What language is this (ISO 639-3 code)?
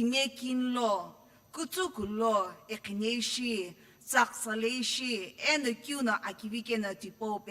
nsm